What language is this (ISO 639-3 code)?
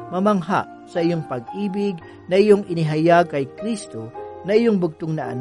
fil